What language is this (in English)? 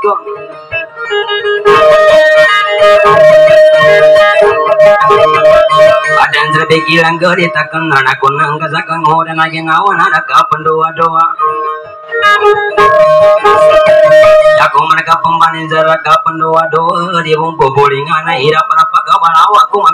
Indonesian